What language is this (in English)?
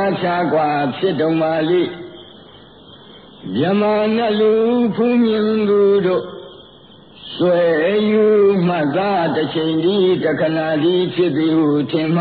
Burmese